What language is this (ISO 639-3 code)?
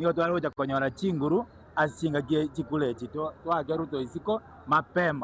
guz